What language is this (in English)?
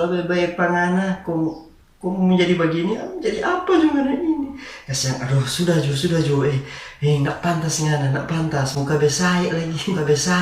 Manado Malay